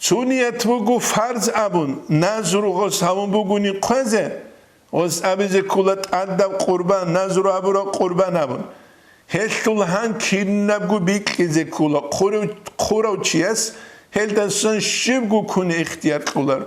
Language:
Avaric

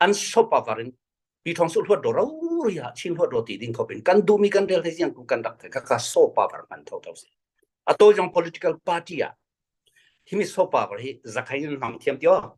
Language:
Falam Chin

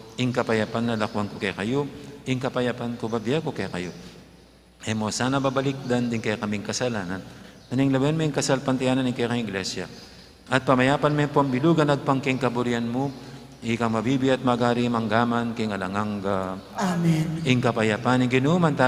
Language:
Pampanga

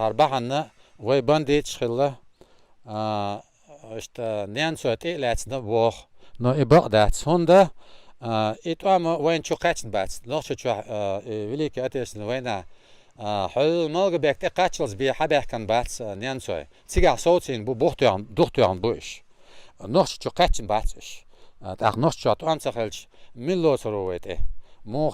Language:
Chechen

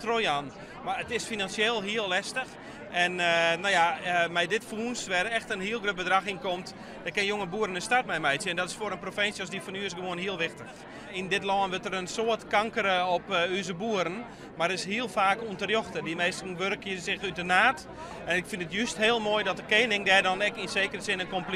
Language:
Western Frisian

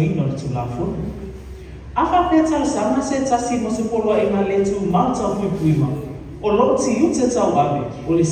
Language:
Samoan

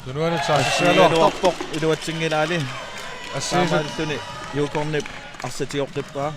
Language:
Kalaallisut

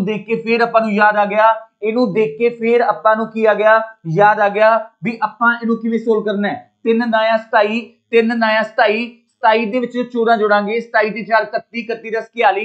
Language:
Punjabi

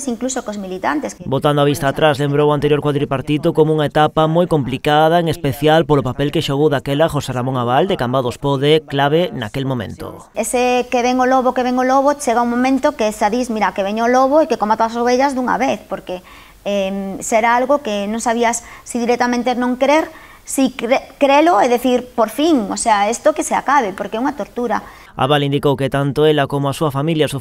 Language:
Galician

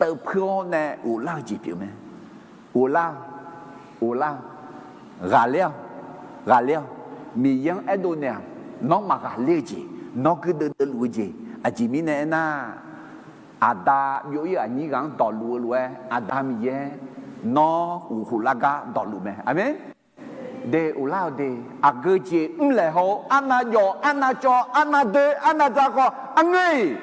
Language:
Akha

